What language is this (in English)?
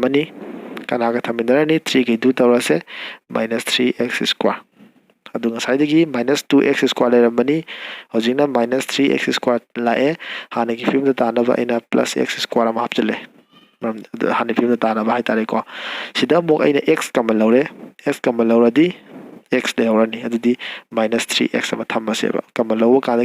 Manipuri